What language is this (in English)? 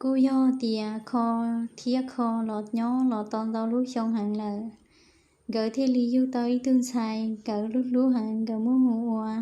Hmong